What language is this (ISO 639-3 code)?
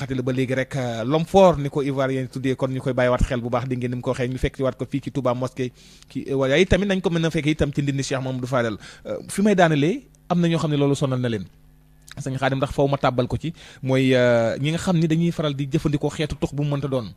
wol